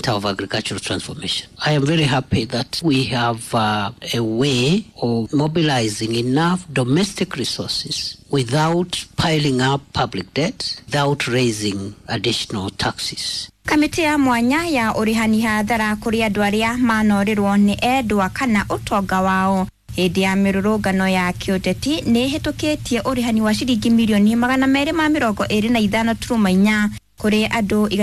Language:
Kikuyu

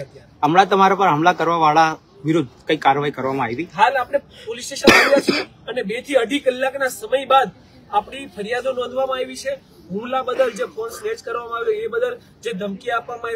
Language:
Gujarati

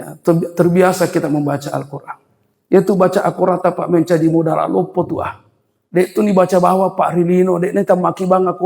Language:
Buginese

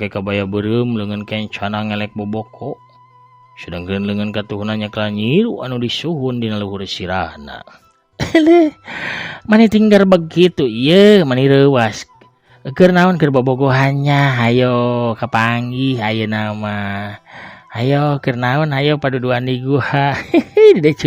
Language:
Sundanese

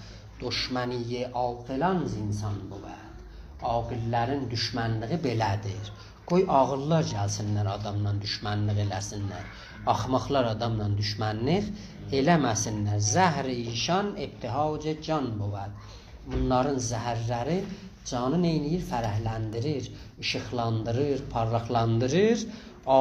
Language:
South Azerbaijani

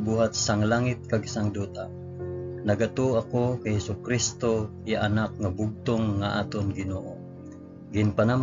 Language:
Hiligaynon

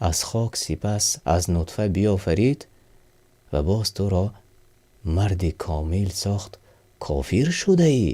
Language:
Tajik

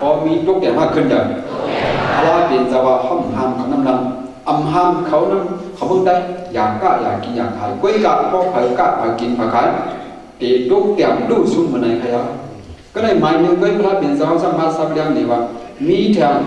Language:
Shan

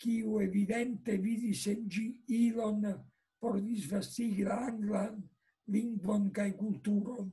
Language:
Esperanto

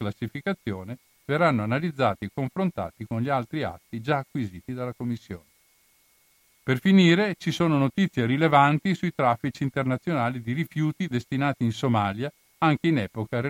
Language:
Italian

